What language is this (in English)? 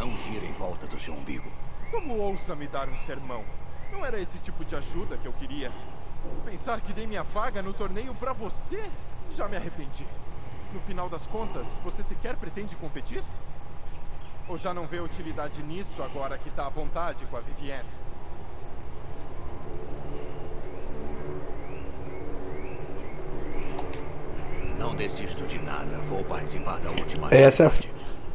Portuguese